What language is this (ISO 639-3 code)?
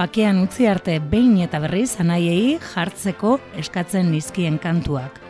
eus